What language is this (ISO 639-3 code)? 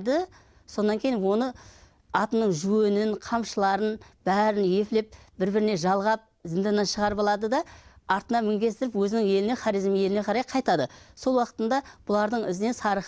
kaa